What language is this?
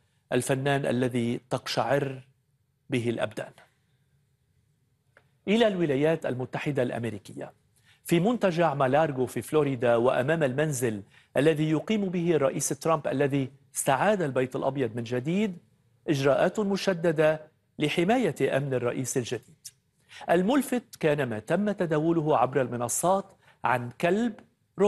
Arabic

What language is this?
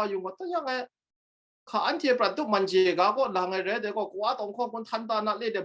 Kachin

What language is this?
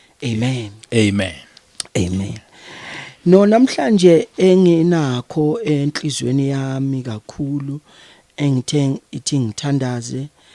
Zulu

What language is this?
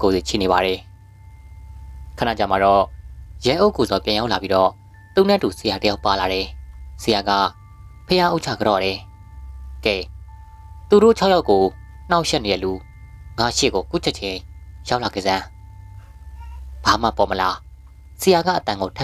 Burmese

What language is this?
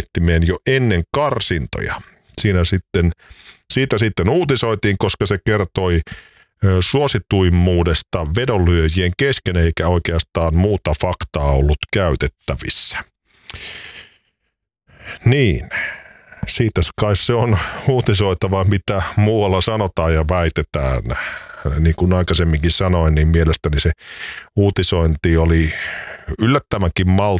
Finnish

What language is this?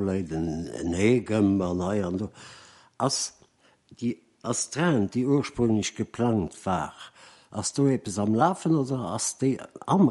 Luxembourgish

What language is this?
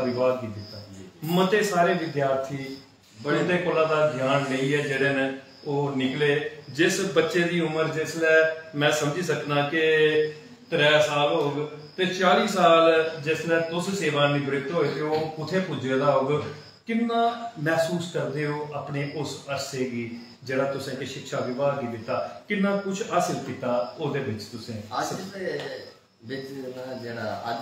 Dogri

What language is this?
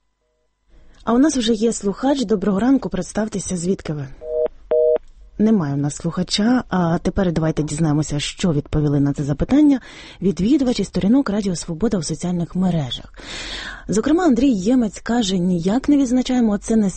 Ukrainian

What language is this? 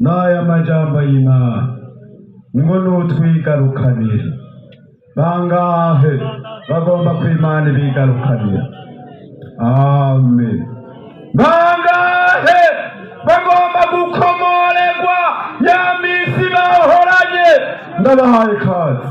Rundi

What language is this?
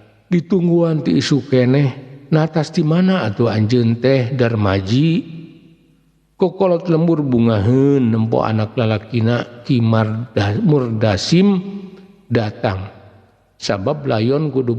Sundanese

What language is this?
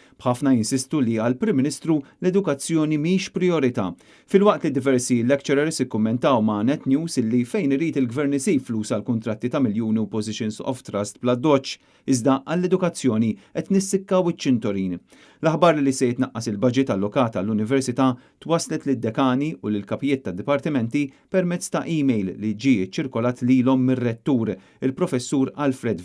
Maltese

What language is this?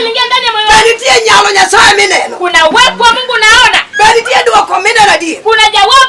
Luo (Kenya and Tanzania)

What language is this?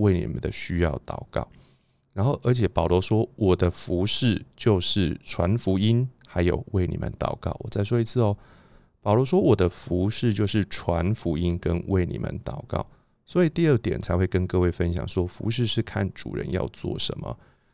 Chinese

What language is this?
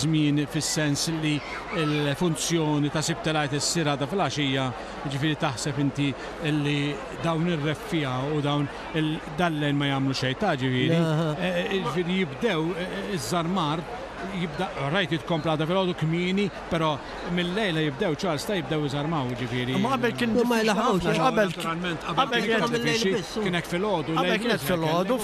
Maltese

